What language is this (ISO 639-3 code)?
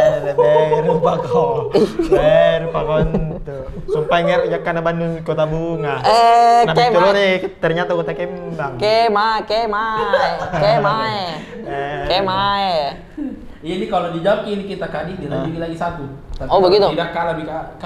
mfp